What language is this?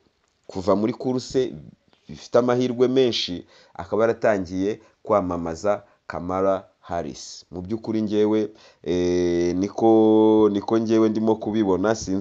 Kinyarwanda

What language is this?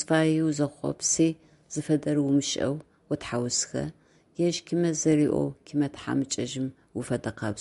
Adyghe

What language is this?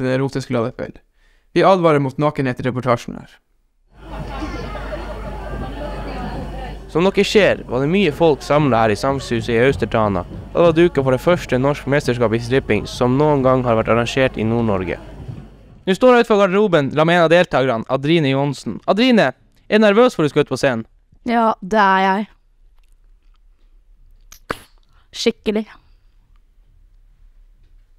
Norwegian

